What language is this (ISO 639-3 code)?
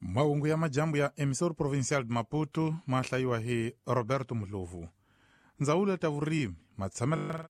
tso